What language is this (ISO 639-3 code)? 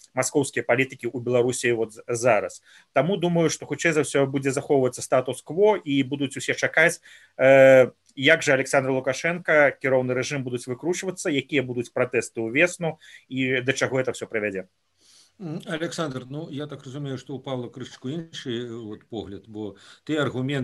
bel